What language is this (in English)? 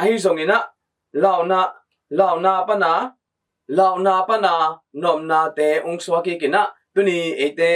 Tedim Chin